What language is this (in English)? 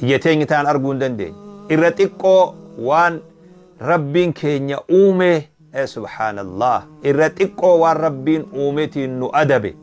Oromo